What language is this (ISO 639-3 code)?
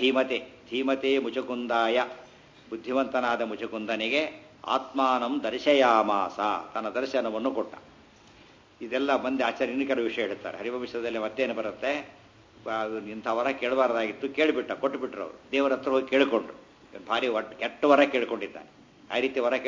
kan